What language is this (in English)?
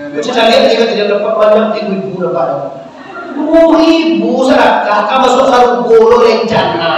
Minangkabau